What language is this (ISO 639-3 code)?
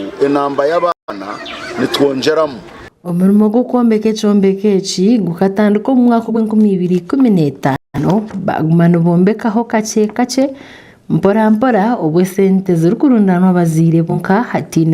nyn